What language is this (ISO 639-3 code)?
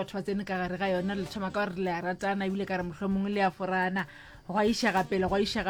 nso